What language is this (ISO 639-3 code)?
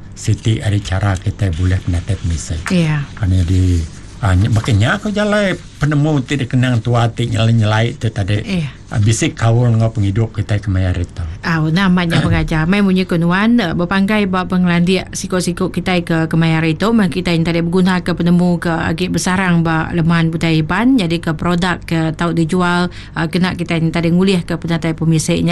iba